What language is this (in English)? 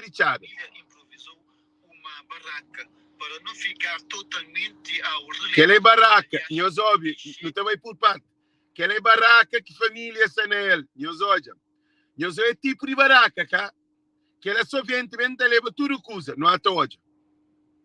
Kabuverdianu